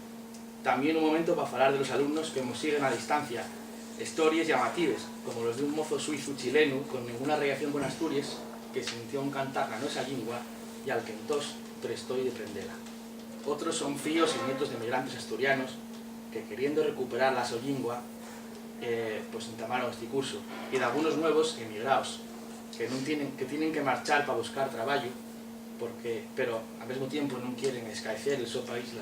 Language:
Asturian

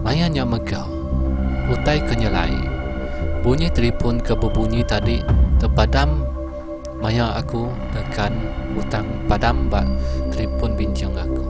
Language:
Iban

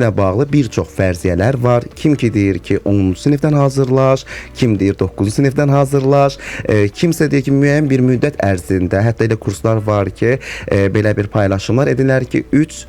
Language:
Azerbaijani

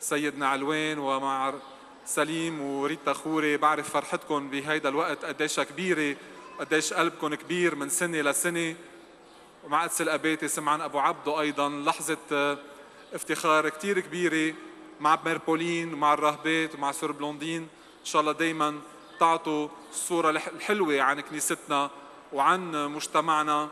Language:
North Levantine Arabic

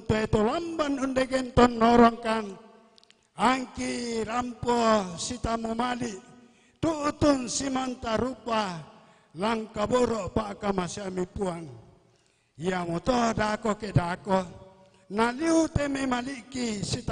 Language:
Toraja-Sa'dan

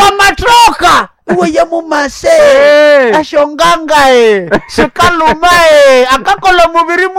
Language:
Nande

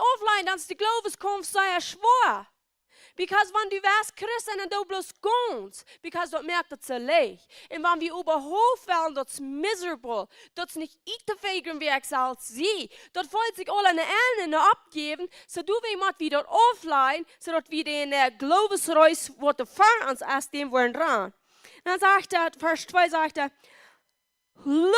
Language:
Plautdietsch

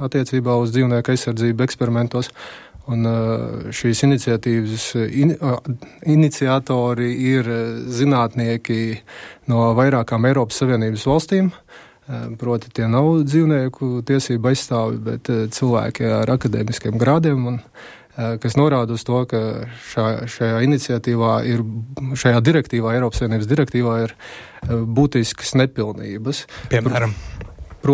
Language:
Latvian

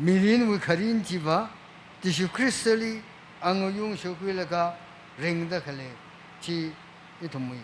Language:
Tangkhul Naga (India)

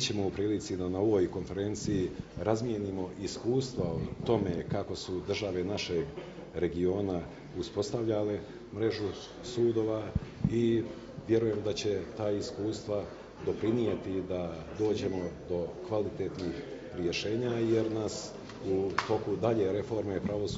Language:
Bosnian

